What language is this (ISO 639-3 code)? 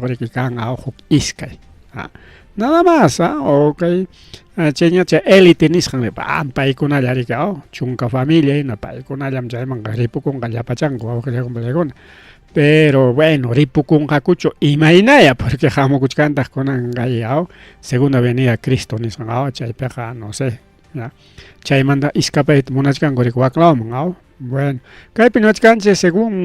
quy